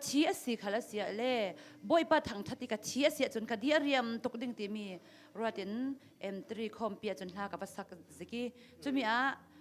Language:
Hakha Chin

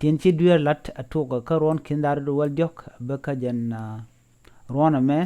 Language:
Nuer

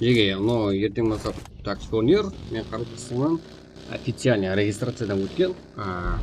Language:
Kara-Kalpak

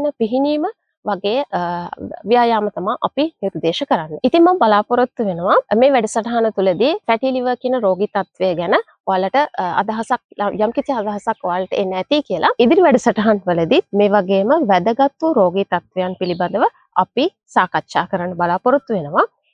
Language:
Sinhala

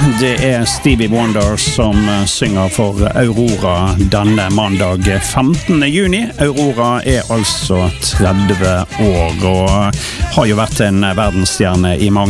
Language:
Norwegian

